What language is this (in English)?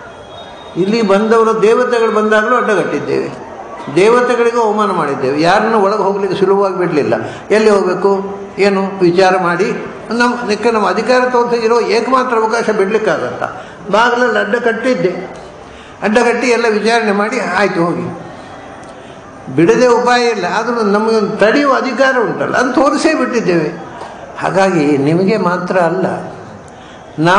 Kannada